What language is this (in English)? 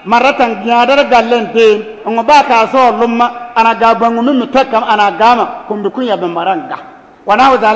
Bissa